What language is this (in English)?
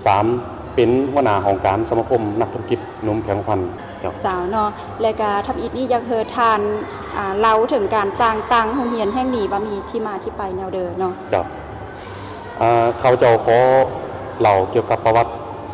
Lao